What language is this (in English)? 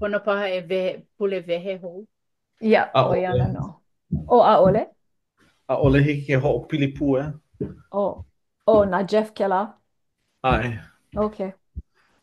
Hawaiian